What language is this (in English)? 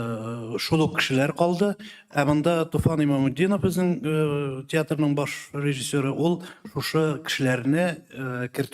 Tatar